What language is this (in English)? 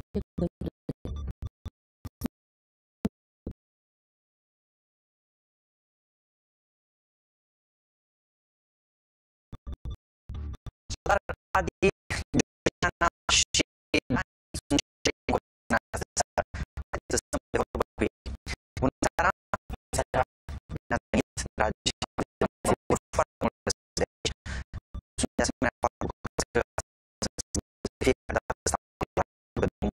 Romanian